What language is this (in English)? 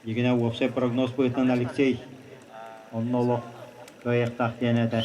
Yakut